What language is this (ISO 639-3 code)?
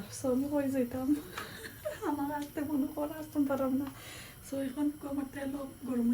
syl